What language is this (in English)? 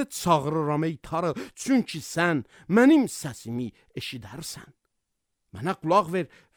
Azerbaijani